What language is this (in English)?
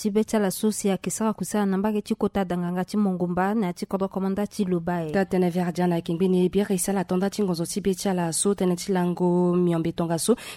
Sango